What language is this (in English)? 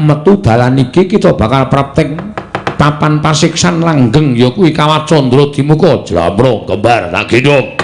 Javanese